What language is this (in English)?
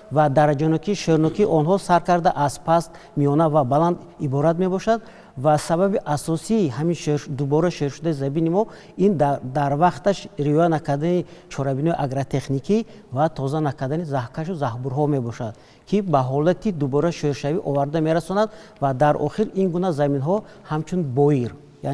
Tajik